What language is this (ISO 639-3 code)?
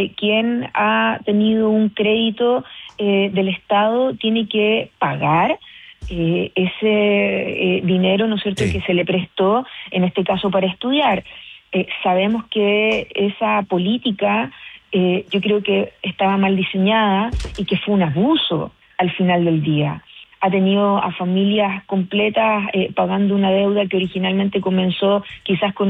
spa